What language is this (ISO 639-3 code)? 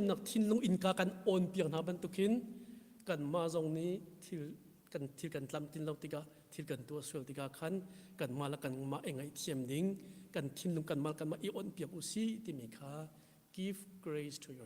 cnh